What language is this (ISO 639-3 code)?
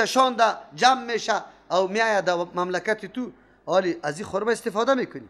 fas